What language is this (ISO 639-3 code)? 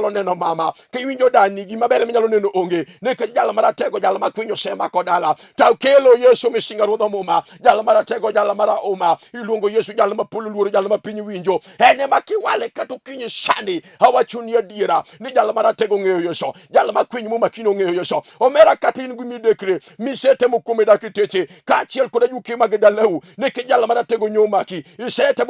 luo